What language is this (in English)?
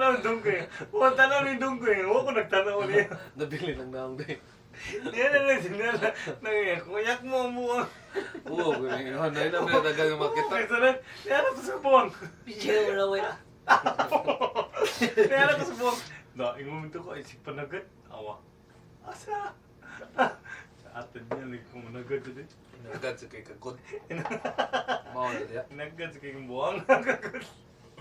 Cebuano